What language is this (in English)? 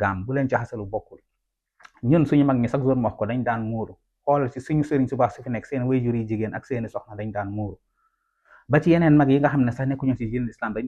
Wolof